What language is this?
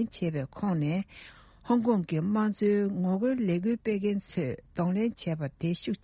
Tibetan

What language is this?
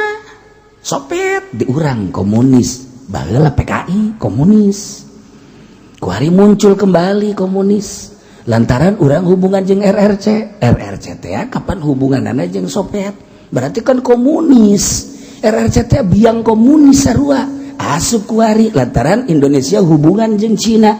Sundanese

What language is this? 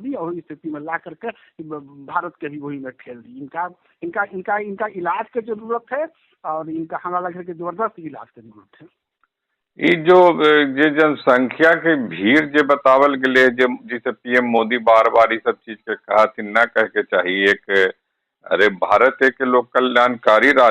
Magahi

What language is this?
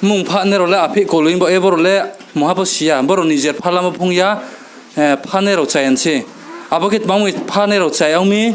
Riang (India)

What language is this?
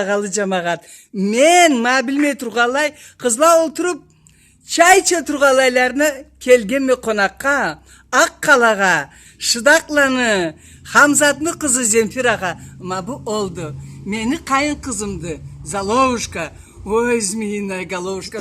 Karachay-Balkar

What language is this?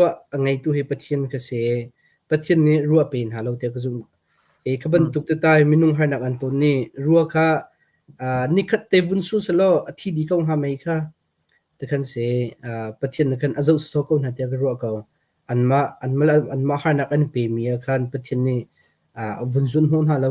Hakha Chin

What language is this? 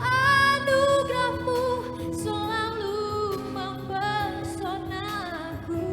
Nias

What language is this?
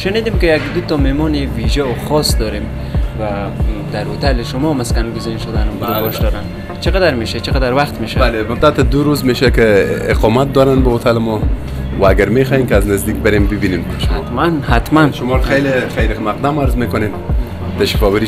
Persian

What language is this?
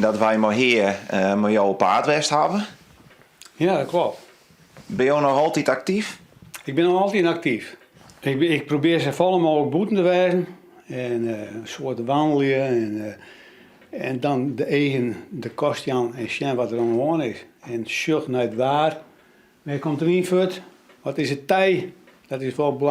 Western Frisian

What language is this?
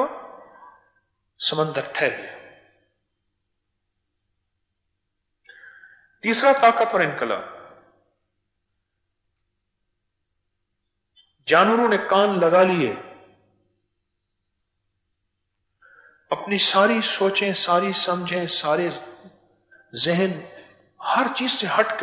Urdu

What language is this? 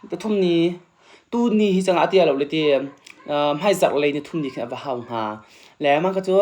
Hakha Chin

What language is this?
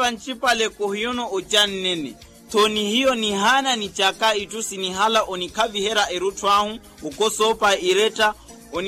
Makhuwa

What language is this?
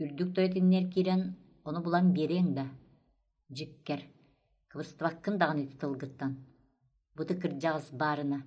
Yakut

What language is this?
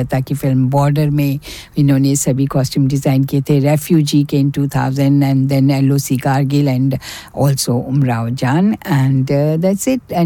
Hindi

